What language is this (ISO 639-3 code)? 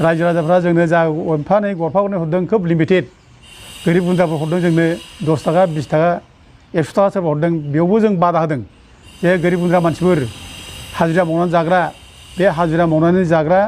brx